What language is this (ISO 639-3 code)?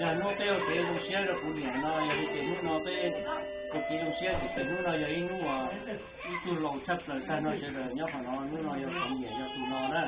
hmn